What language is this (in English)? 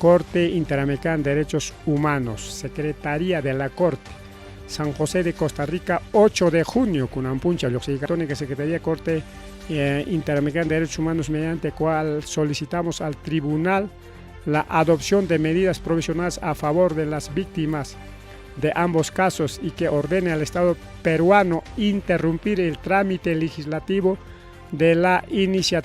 Ayacucho Quechua